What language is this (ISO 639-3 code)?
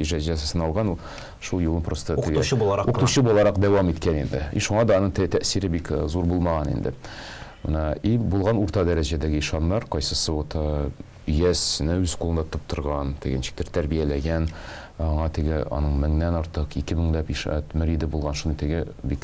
tat